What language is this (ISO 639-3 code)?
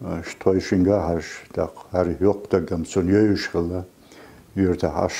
che